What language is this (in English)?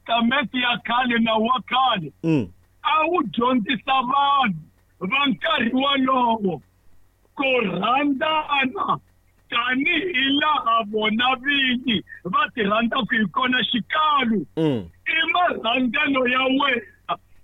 Tsonga